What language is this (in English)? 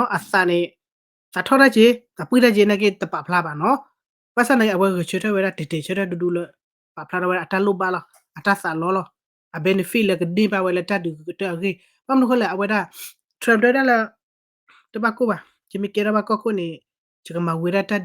S'gaw Karen